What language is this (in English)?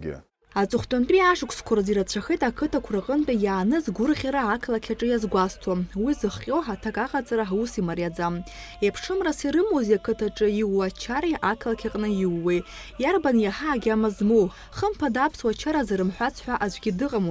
Abkhazian